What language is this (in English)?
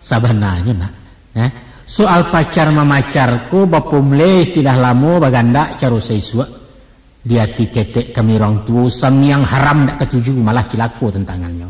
Minangkabau